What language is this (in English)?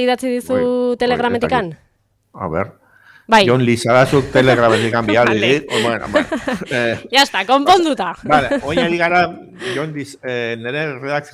Basque